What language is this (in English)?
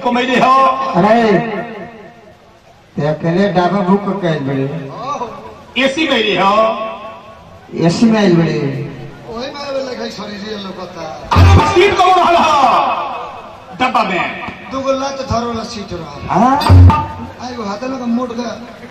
Bhojpuri